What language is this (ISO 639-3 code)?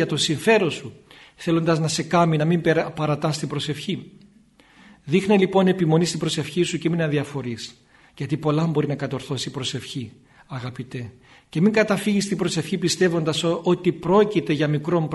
ell